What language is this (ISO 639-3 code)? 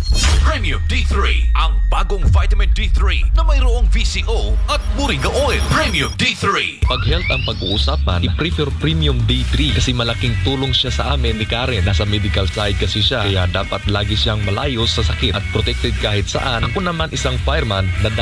fil